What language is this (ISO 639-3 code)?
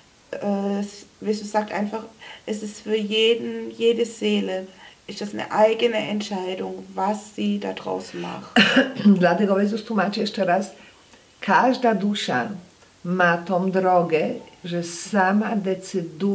pol